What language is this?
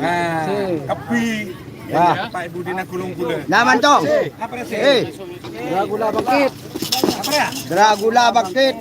Madurese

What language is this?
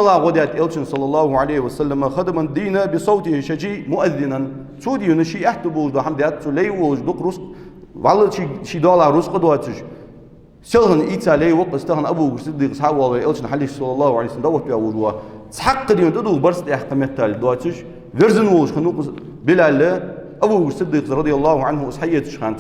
Ingush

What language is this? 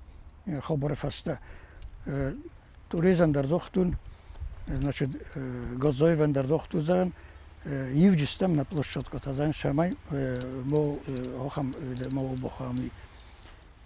Ossetic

